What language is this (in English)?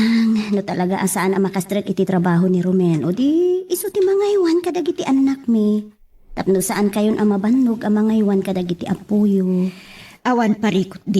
Iloko